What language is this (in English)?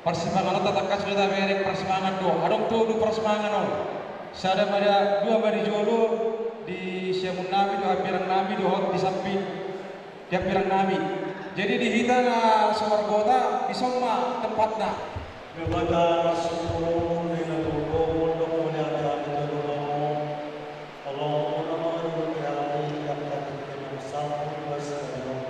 Batak Toba